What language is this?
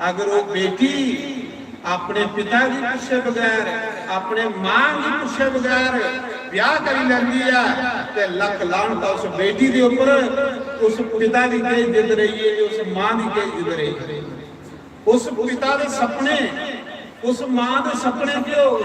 Dogri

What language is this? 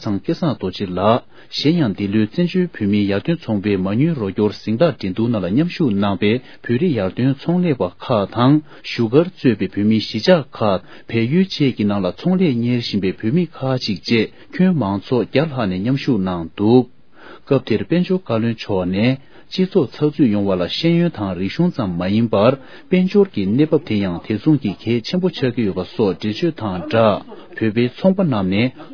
Tibetan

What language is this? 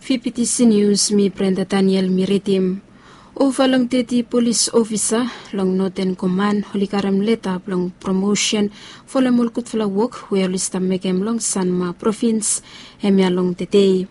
Bislama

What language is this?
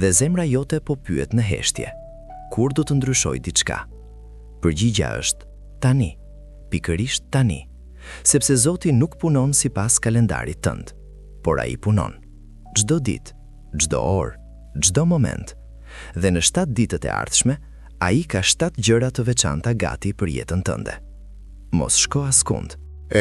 Albanian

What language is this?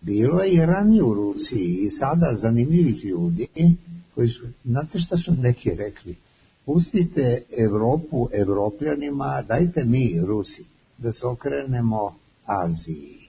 Serbian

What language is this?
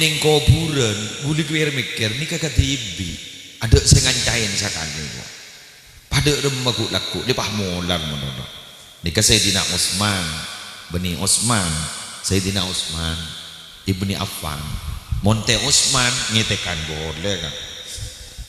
Madurese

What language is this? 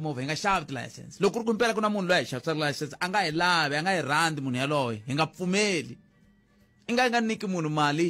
Tsonga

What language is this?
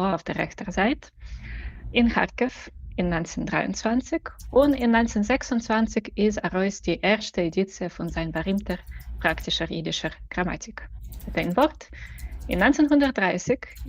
Yiddish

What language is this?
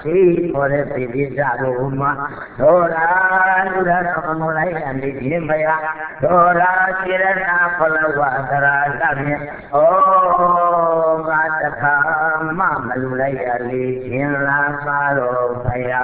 Burmese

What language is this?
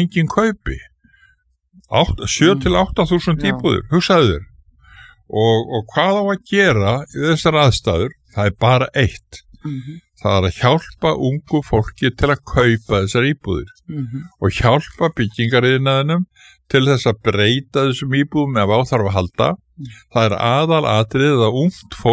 Icelandic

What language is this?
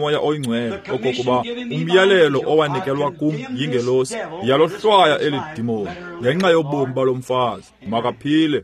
Xhosa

